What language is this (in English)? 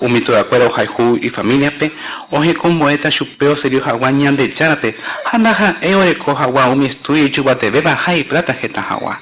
Guarani